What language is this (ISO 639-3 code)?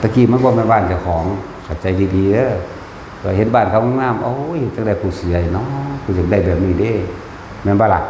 tts